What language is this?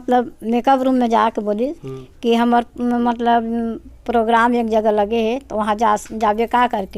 Chhattisgarhi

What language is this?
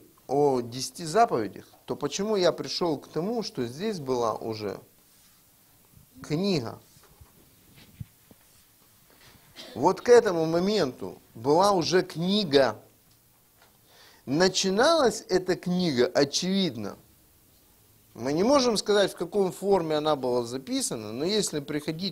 Russian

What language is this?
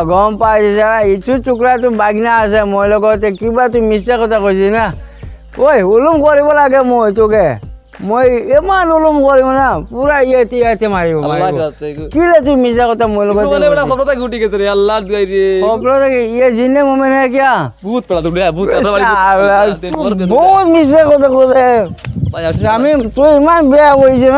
Sylheti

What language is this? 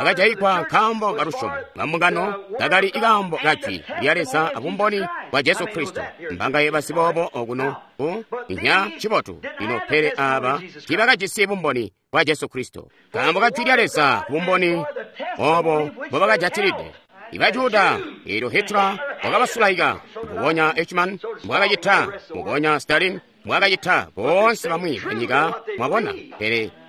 Tonga (Zambia)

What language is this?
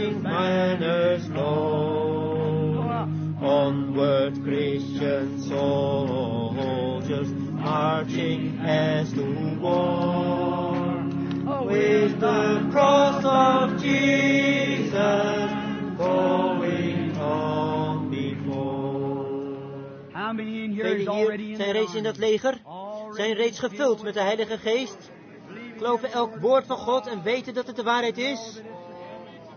Dutch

